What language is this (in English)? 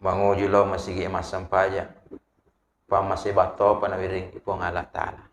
Buginese